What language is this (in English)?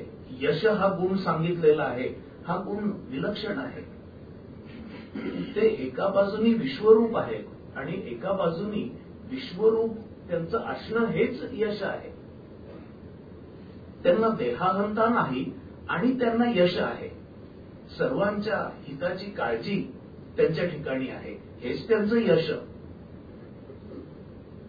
Marathi